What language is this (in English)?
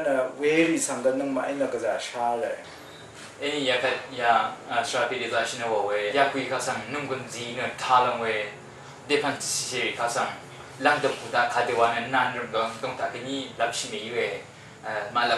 Rawang